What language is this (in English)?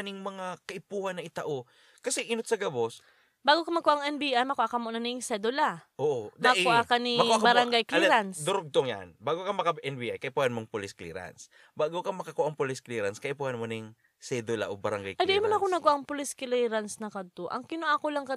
Bikol